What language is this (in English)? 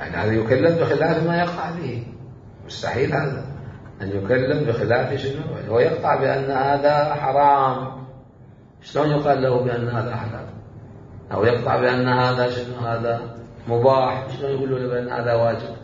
Mesopotamian Arabic